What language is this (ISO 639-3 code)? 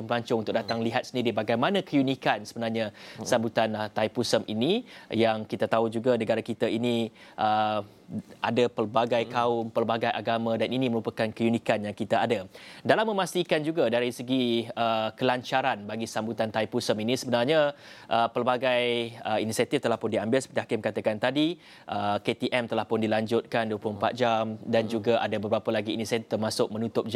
msa